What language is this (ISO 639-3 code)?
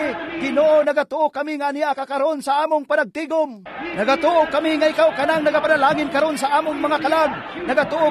ceb